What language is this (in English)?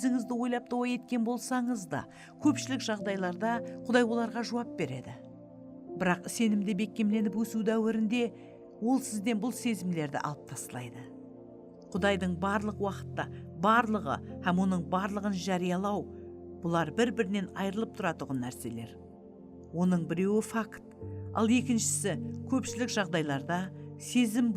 Kara-Kalpak